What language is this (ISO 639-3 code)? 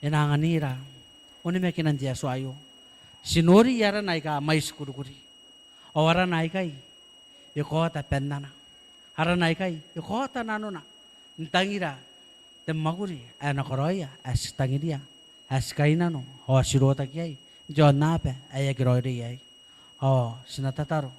gil